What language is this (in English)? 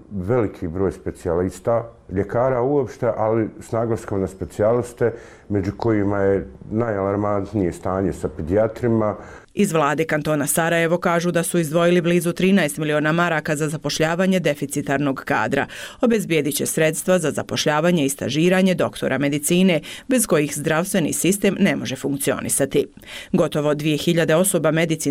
Bosnian